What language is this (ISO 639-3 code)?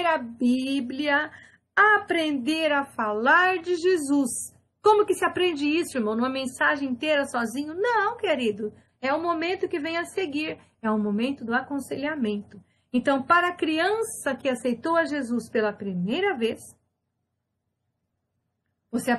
por